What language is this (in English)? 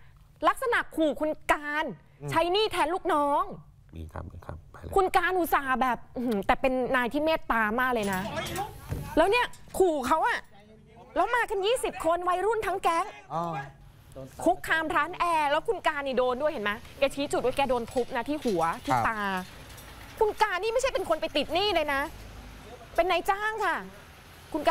Thai